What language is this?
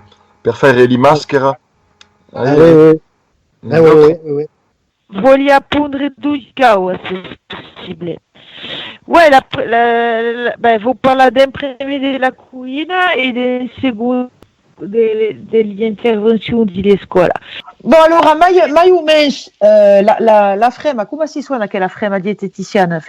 Occitan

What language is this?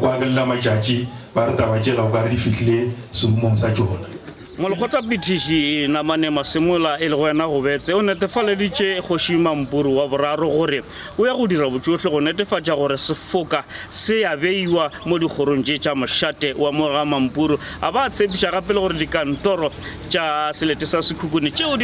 Northern Sotho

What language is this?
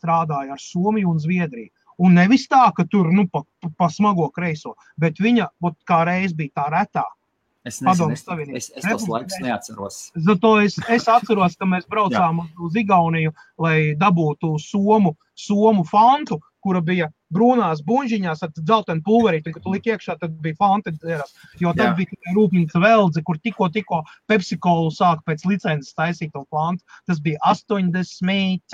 Latvian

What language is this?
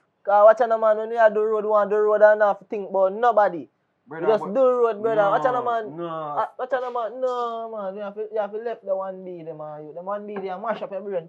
Jamaican Creole English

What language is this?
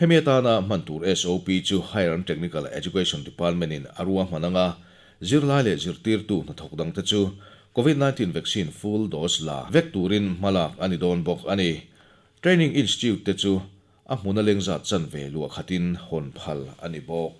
Mizo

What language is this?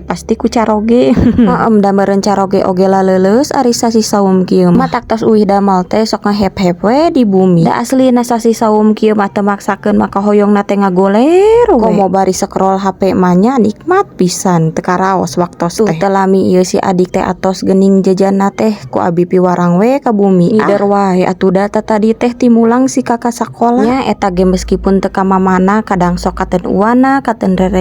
Sundanese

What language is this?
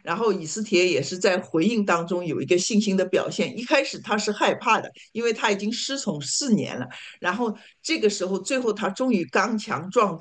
Chinese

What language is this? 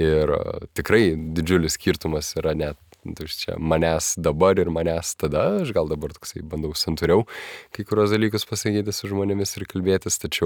Lithuanian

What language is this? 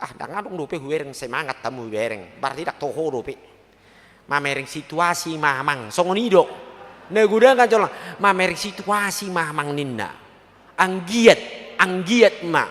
Batak Toba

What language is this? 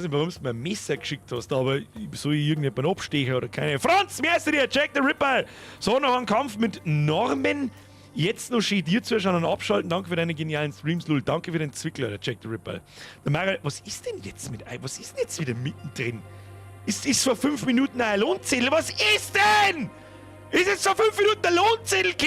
Bavarian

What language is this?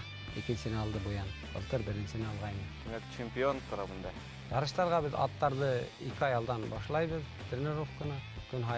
Bashkir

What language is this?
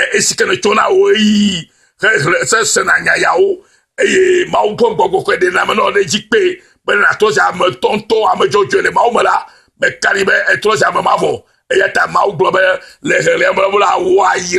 Ewe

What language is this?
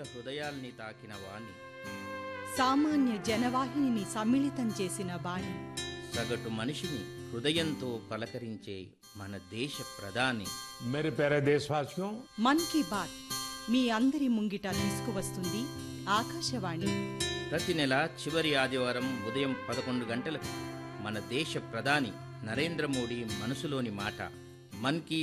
Telugu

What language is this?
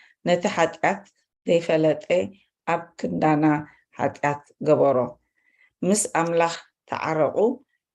Tigrinya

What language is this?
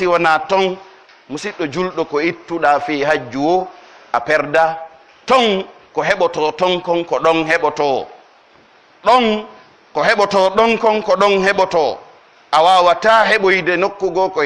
Pular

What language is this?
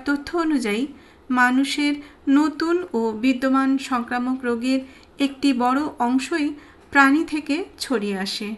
Bangla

